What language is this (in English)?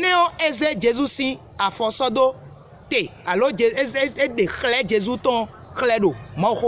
Fon